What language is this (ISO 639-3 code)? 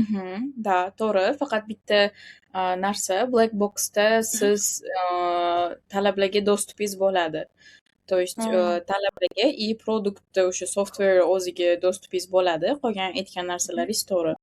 uzb